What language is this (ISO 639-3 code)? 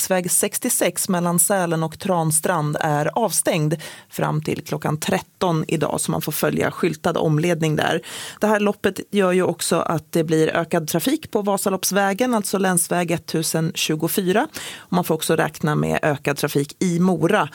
swe